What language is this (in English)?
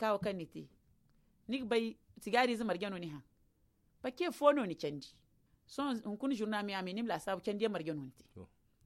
Zarma